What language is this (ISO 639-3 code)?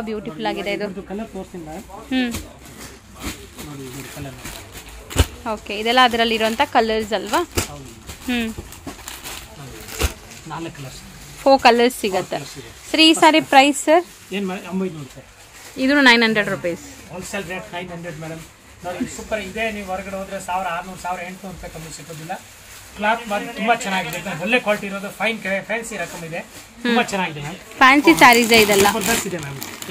kan